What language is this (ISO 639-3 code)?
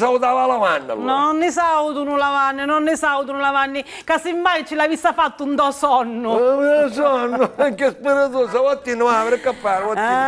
scn